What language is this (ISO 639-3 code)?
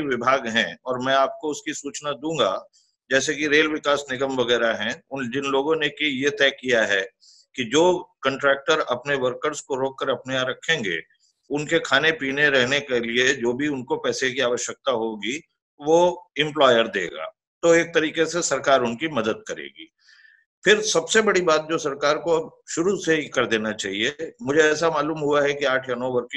hin